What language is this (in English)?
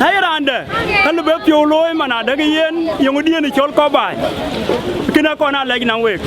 Dinka